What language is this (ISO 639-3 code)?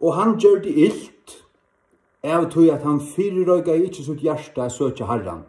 fao